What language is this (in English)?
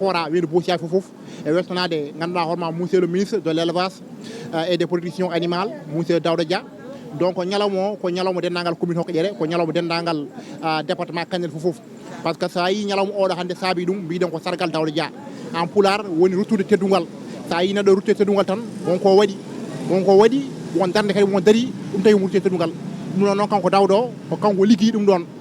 Fula